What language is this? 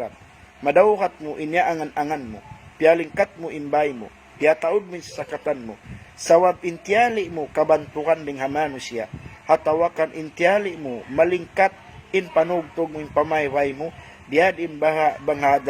Tausug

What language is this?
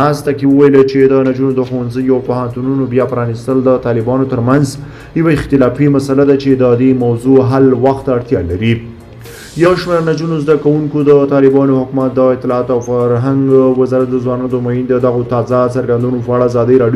Pashto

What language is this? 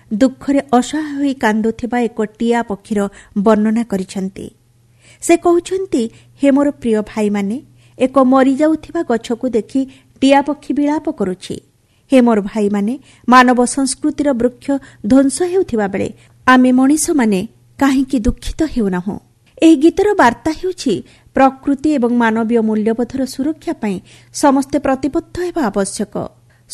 Odia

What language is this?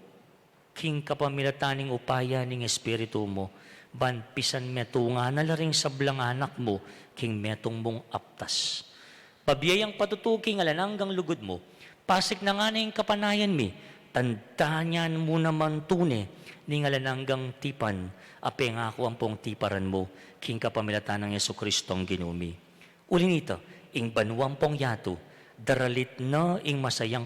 Pampanga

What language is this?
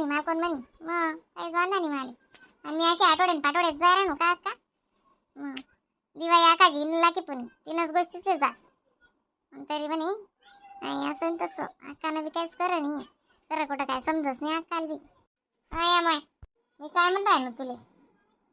Khandesi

